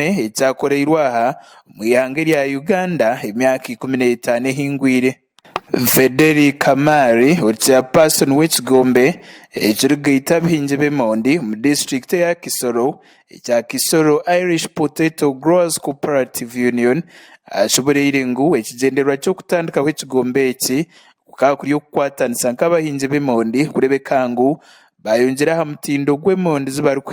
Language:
Nyankole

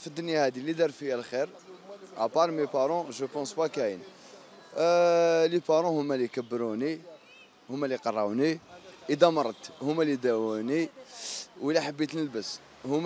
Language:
Algerian Arabic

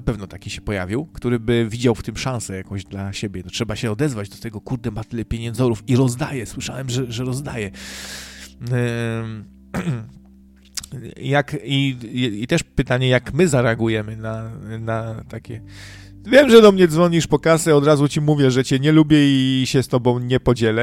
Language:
Polish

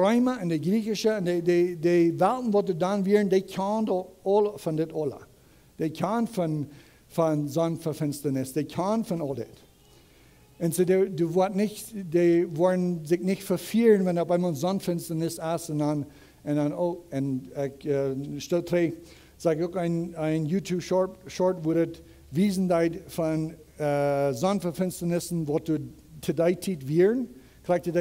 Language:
Plautdietsch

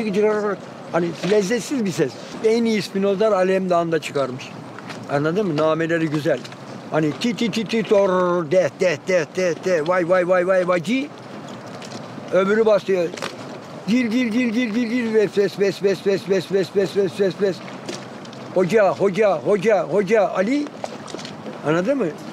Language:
Turkish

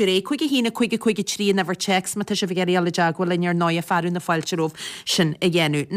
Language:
Irish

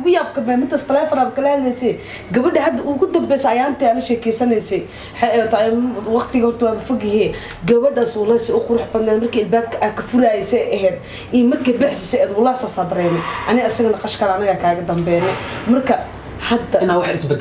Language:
Somali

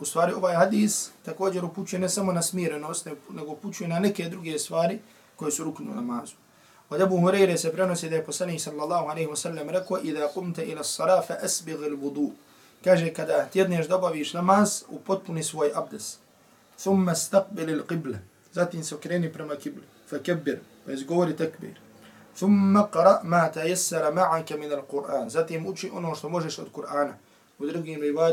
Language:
Bosnian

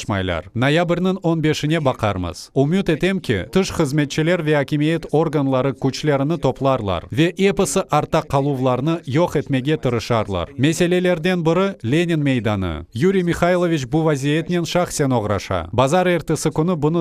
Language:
Crimean Tatar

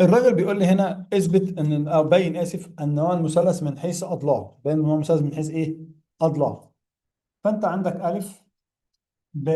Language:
Egyptian Arabic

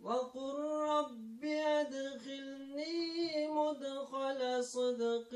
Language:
Uyghur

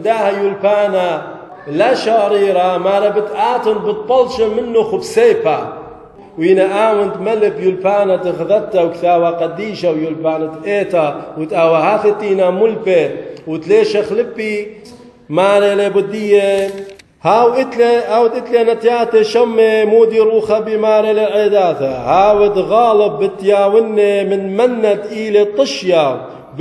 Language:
Assyrian Neo-Aramaic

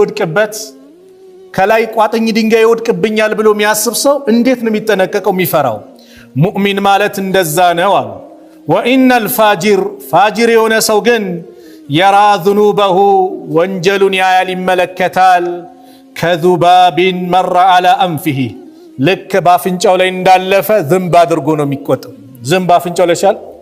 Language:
Amharic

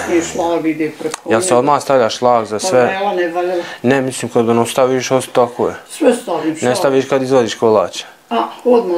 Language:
Bosnian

